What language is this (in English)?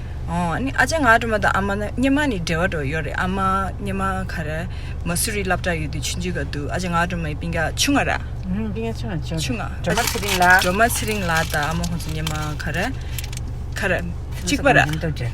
Tibetan